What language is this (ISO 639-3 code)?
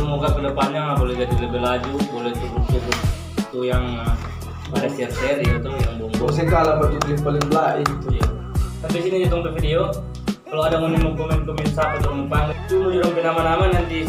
xmm